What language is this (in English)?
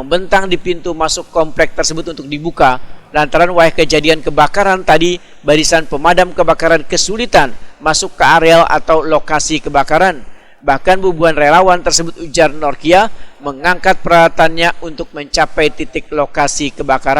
Banjar